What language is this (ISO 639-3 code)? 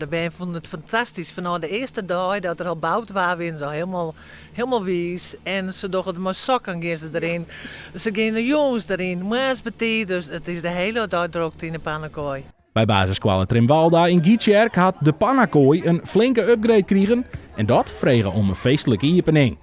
fry